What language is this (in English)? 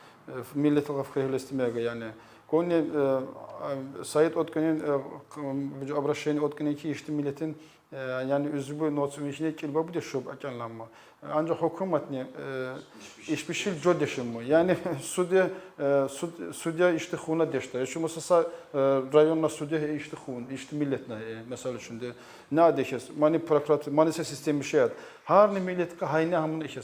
Tsakhur